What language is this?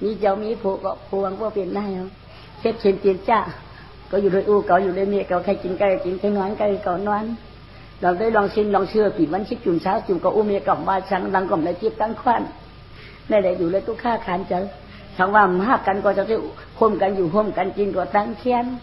Shan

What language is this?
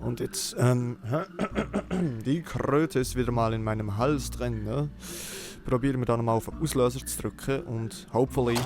Swiss German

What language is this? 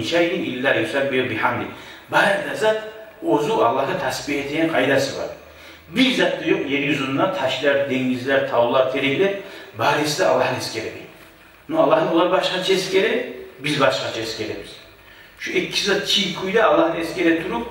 Kumyk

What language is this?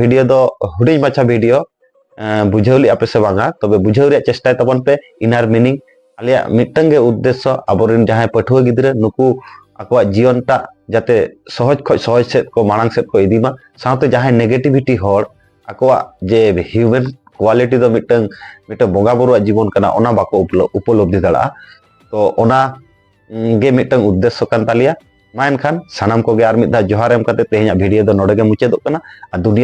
Santali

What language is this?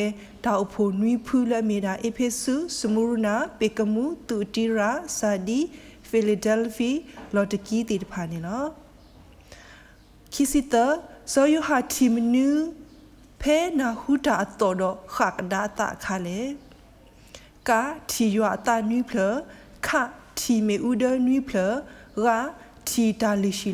S'gaw Karen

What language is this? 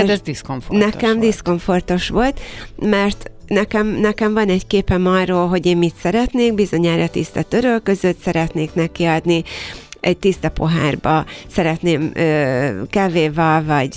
Hungarian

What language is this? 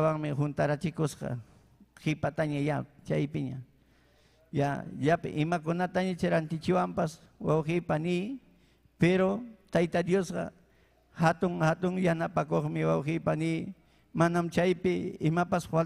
Ayacucho Quechua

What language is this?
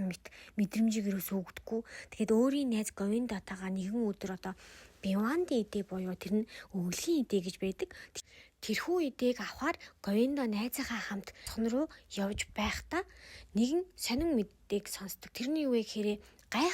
Mongolian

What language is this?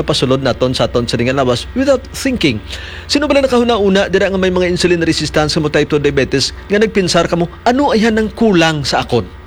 Hiligaynon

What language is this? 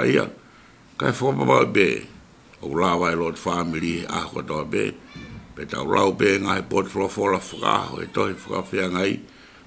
Tongan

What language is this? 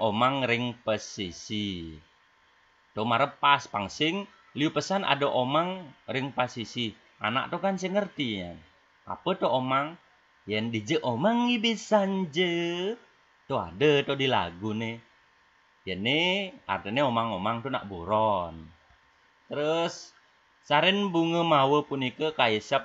Balinese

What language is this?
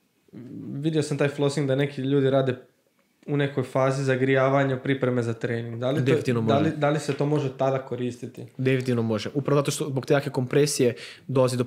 Croatian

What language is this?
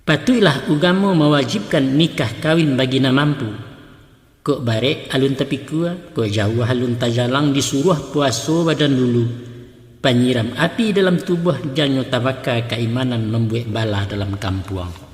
Minangkabau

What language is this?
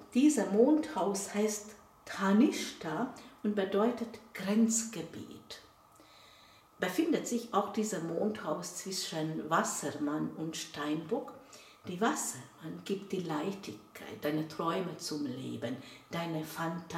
German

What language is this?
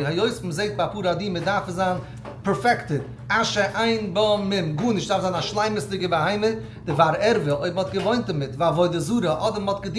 Yiddish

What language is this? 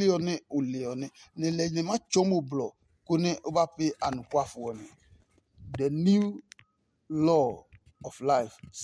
Adangme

